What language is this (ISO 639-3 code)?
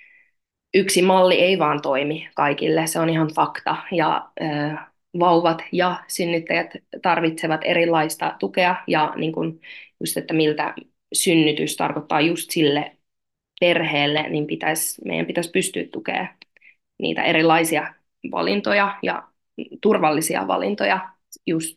fin